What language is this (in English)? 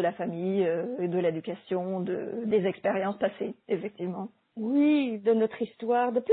French